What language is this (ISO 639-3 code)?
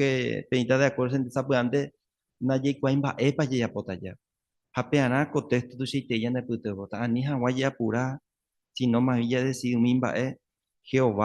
grn